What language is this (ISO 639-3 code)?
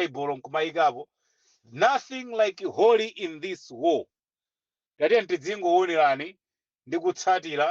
nya